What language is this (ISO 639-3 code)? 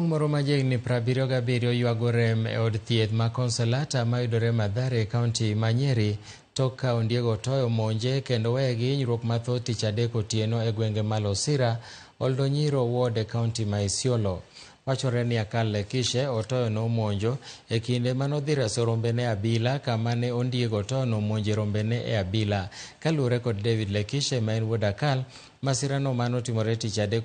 luo